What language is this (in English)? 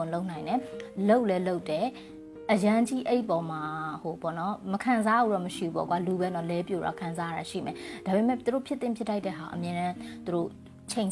Burmese